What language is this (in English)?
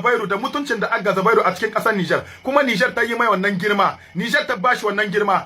Hausa